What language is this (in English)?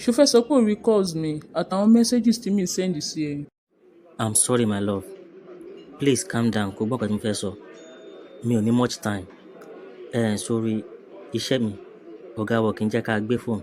Yoruba